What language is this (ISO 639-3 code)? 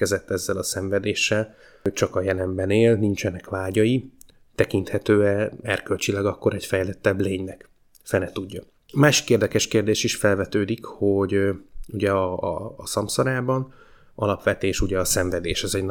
hun